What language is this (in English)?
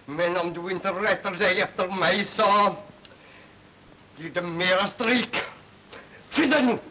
Swedish